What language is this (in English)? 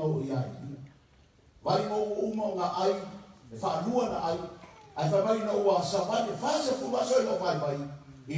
Samoan